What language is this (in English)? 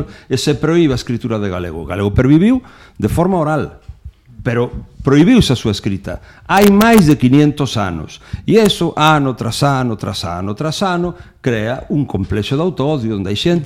Galician